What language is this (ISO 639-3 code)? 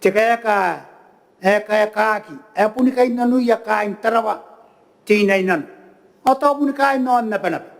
gil